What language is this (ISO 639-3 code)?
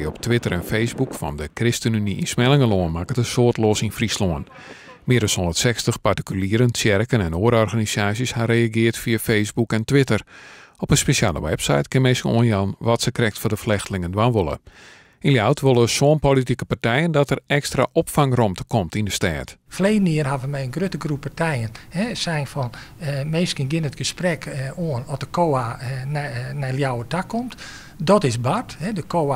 fry